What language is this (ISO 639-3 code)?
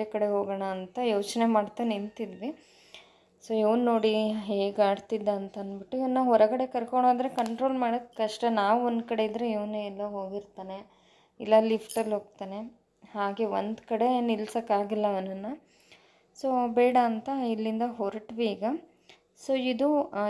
kan